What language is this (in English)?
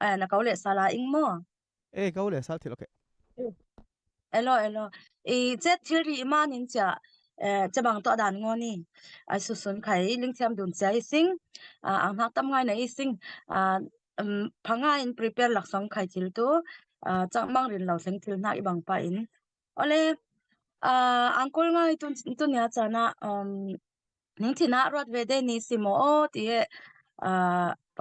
Falam Chin